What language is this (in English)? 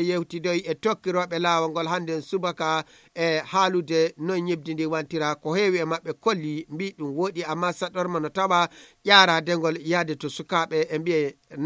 Nigerian Fulfulde